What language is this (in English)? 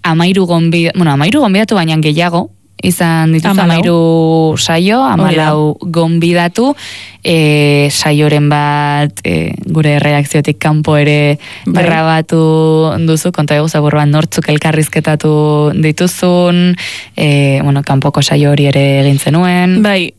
Basque